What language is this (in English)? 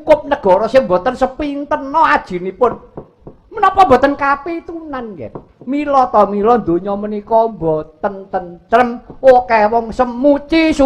Javanese